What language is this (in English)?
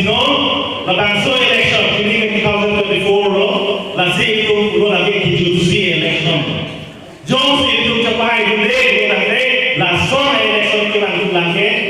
Karbi